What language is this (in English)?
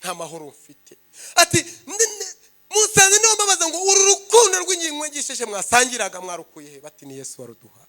Kinyarwanda